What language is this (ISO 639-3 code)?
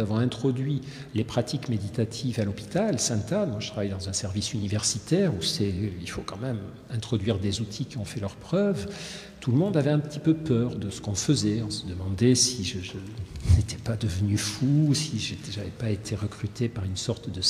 fra